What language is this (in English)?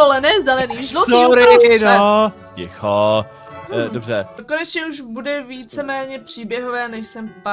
Czech